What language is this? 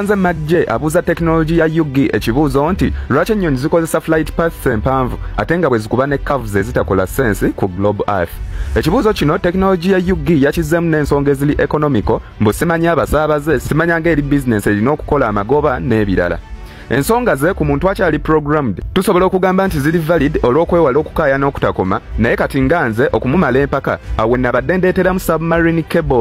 Ganda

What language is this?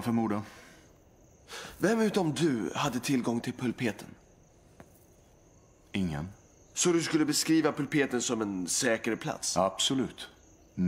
Swedish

